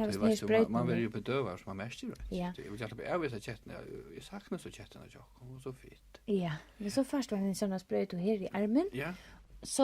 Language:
Faroese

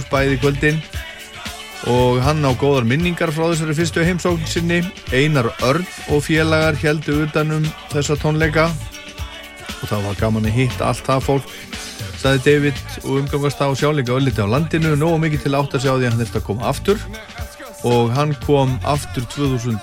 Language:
Icelandic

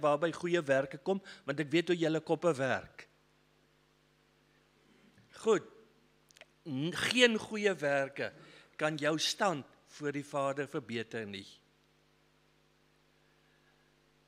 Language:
Afrikaans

